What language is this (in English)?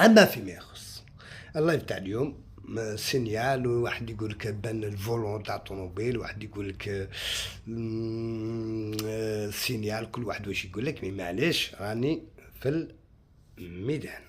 Algerian Arabic